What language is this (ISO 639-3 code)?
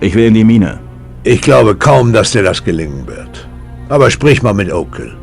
bar